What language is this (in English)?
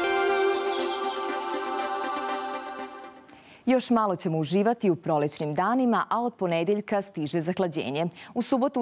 Serbian